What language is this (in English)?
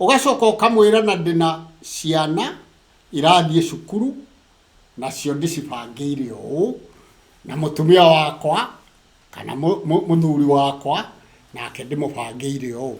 Kikuyu